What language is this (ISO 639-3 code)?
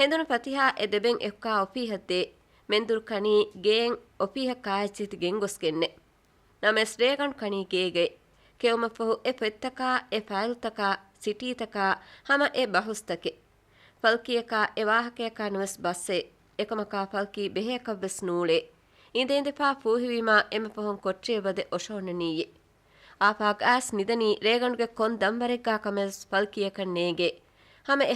div